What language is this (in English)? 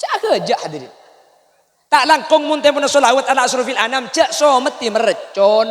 Madurese